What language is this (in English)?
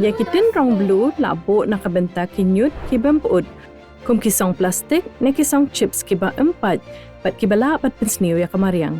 Khasi